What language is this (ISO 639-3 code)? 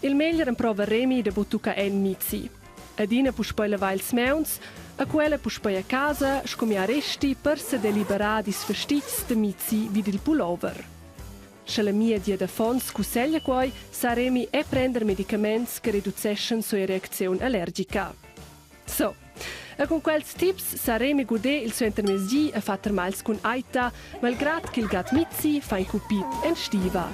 roh